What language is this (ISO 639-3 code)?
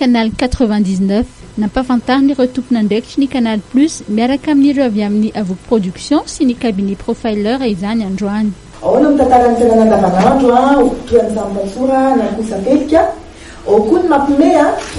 mlg